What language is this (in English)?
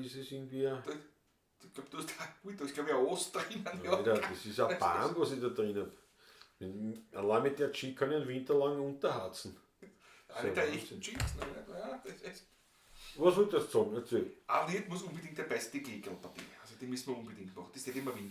Bavarian